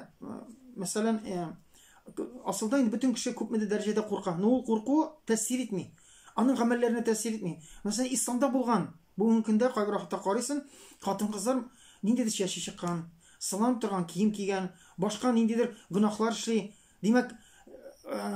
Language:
Tatar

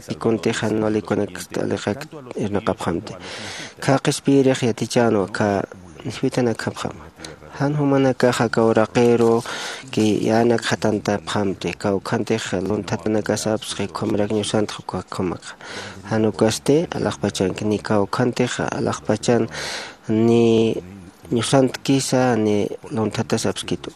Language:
Aymara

